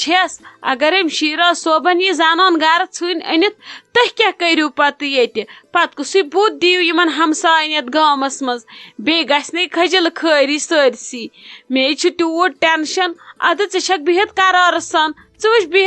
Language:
Kashmiri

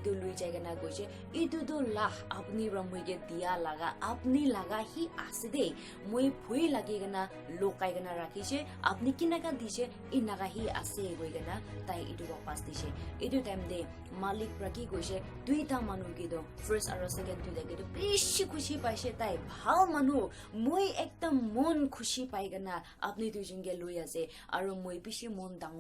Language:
Naga Pidgin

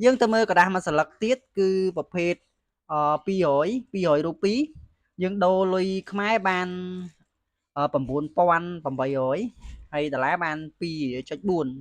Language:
Khmer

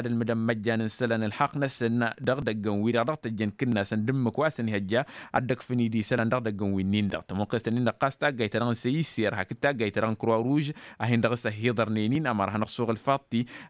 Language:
Tamasheq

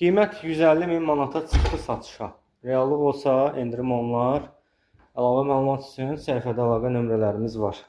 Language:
Azerbaijani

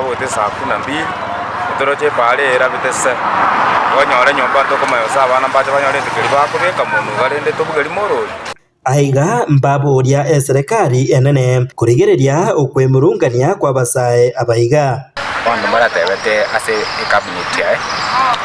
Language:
Gusii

